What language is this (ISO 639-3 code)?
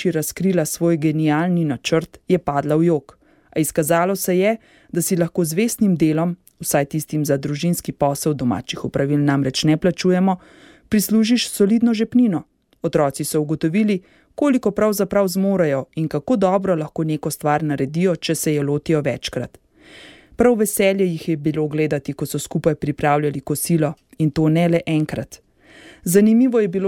slv